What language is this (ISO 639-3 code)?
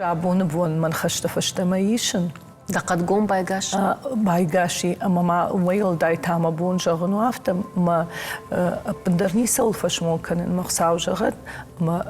oss